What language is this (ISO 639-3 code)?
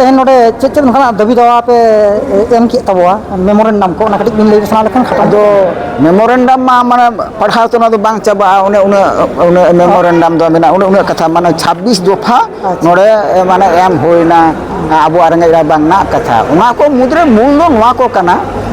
sat